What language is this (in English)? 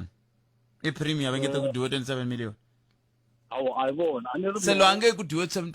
Tsonga